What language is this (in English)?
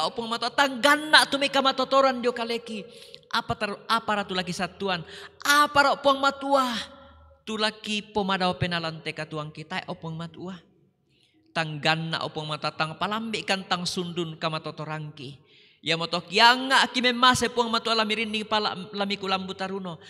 Toraja-Sa'dan